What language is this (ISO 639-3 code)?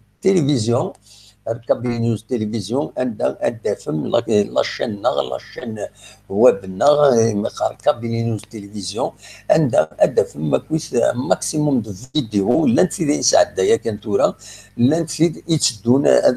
kab